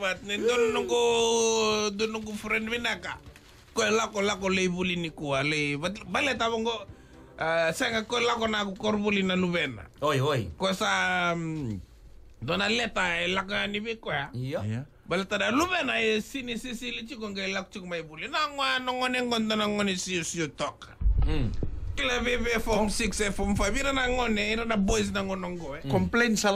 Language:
Fijian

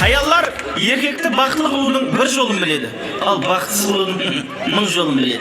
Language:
Kara-Kalpak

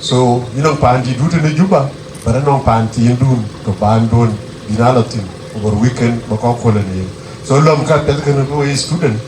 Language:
Dinka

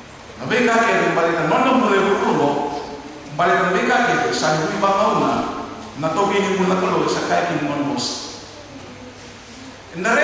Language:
Fijian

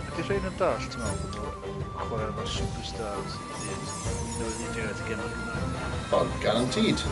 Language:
Welsh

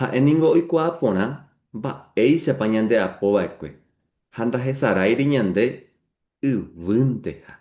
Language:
Guarani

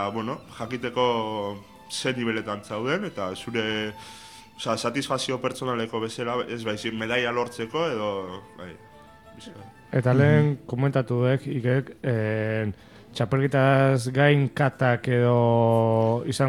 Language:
Basque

